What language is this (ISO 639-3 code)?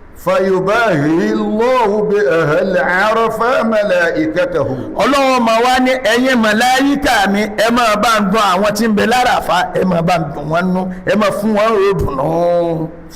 yor